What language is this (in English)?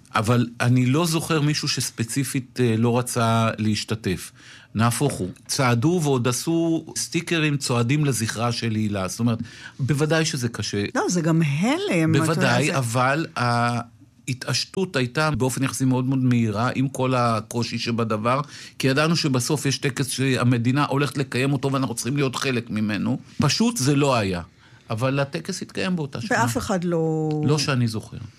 Hebrew